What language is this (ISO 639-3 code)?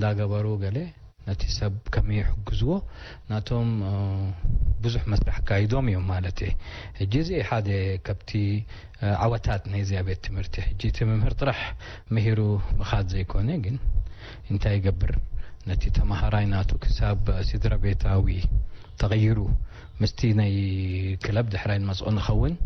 tir